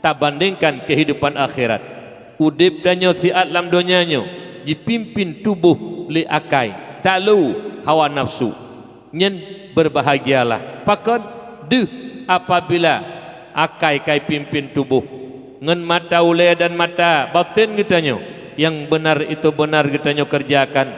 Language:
Achinese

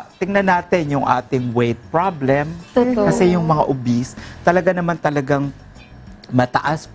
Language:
Filipino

